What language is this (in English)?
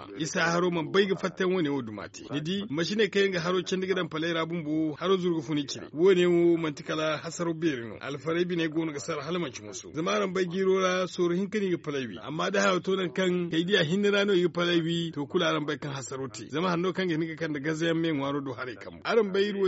Zarma